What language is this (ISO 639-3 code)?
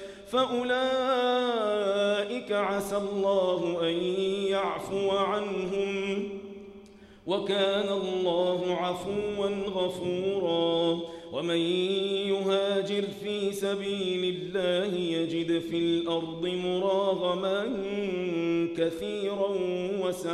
ara